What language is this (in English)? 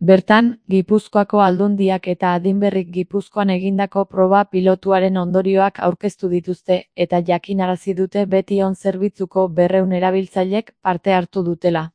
Basque